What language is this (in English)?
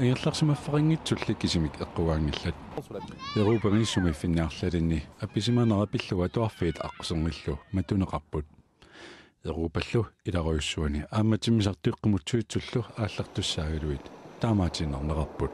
Kalaallisut